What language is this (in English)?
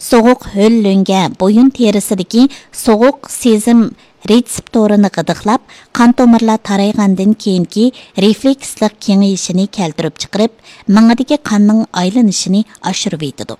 Uyghur